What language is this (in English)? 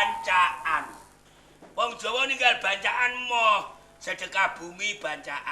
Javanese